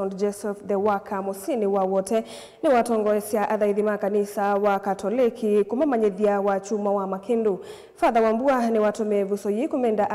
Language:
Kamba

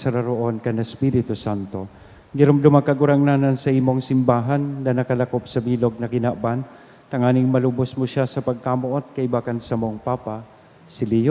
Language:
Bikol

